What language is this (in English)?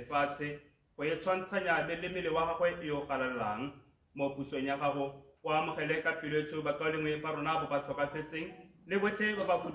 Tswana